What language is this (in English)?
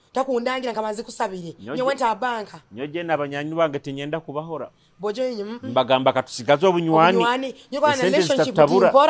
Nyoro